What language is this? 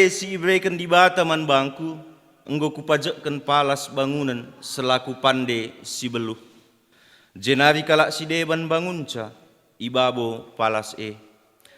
Batak Karo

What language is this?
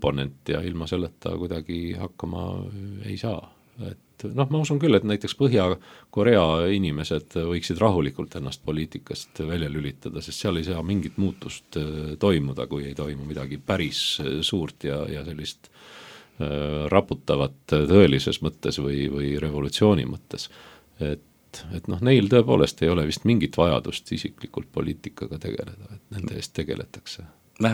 Estonian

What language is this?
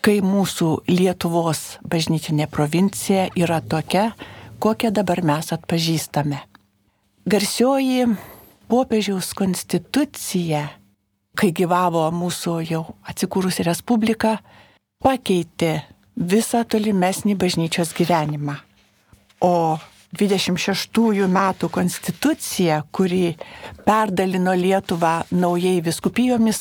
Lithuanian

